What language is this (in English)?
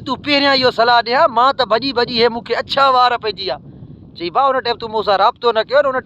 Sindhi